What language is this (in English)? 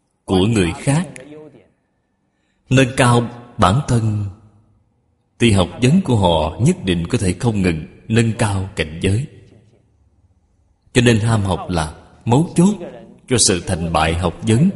Vietnamese